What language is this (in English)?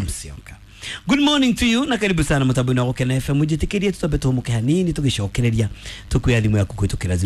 Kikuyu